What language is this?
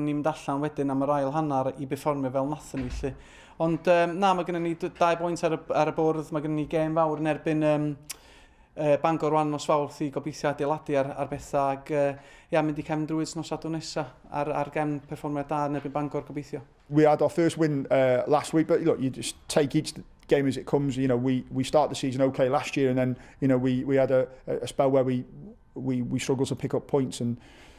Welsh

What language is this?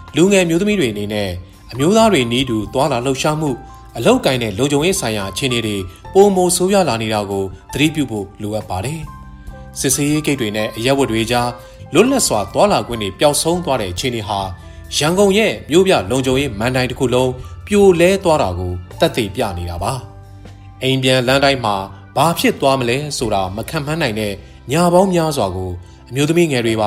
Burmese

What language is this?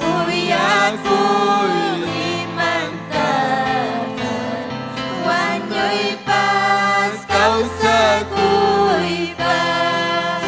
Ayacucho Quechua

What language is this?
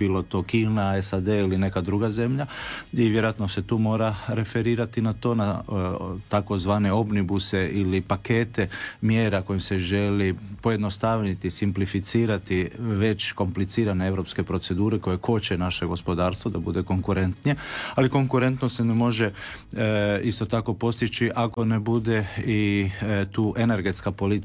Croatian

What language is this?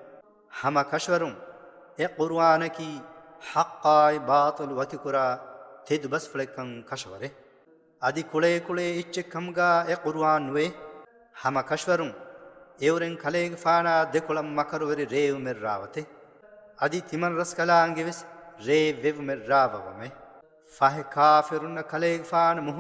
Divehi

